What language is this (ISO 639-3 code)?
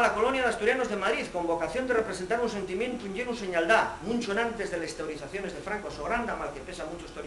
ast